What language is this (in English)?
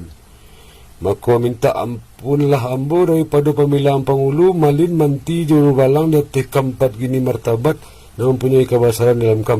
Minangkabau